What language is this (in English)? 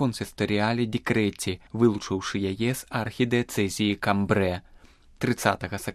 Belarusian